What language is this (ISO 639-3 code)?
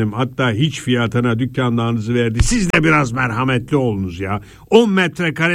tur